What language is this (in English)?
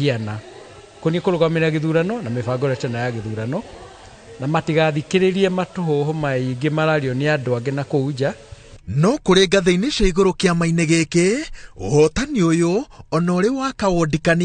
Kikuyu